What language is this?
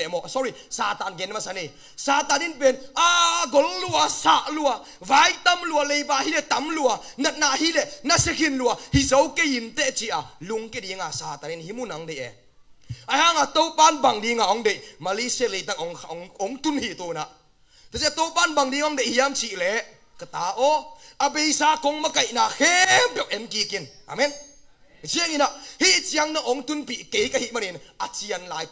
Tedim Chin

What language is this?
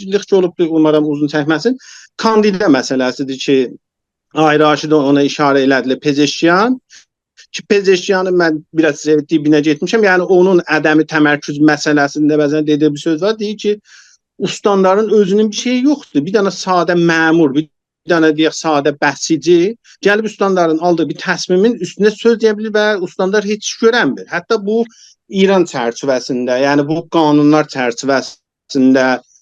South Azerbaijani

